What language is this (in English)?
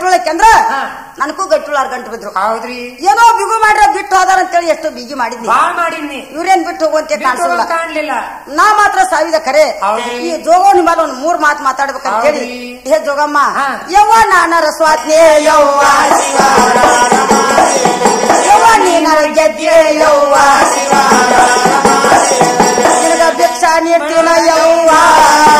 Kannada